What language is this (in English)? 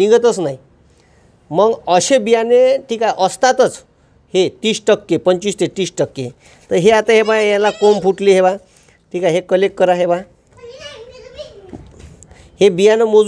Marathi